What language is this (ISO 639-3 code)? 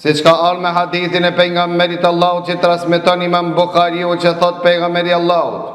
sqi